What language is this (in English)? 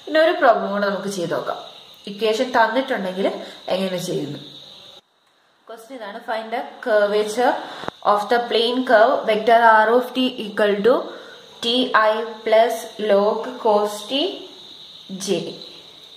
Malayalam